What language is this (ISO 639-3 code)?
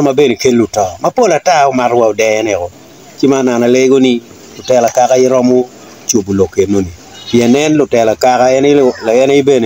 ach